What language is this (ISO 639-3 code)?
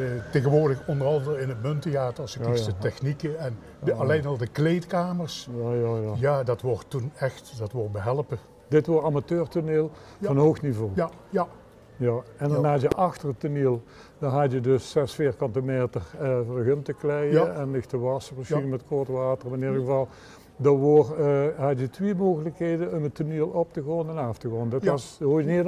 lim